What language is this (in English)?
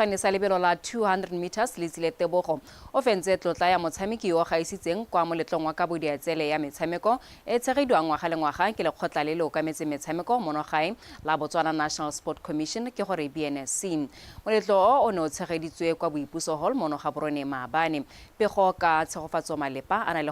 Tswana